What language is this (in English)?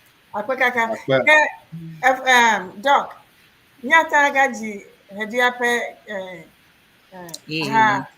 Ewe